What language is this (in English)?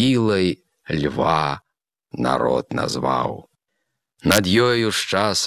Belarusian